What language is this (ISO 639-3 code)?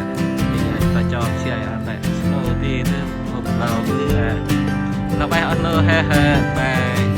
cmo